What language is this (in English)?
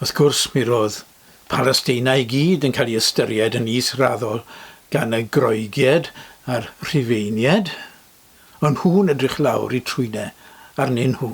Welsh